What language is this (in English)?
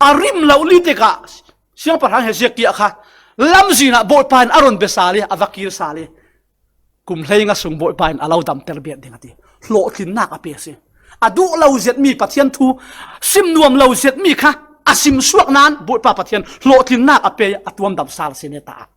Falam Chin